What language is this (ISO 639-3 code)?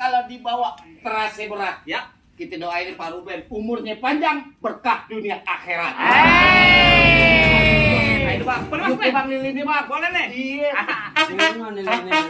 bew